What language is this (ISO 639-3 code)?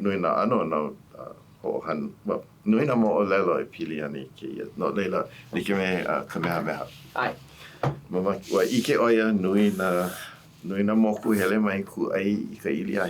haw